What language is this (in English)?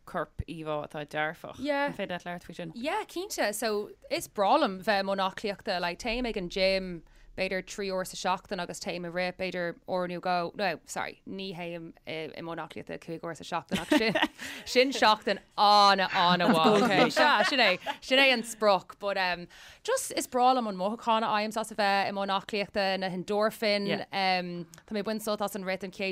Irish